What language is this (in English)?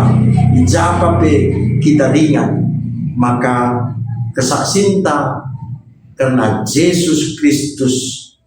Batak Karo